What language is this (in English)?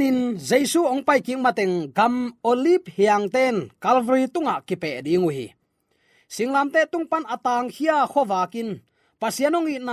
Tedim Chin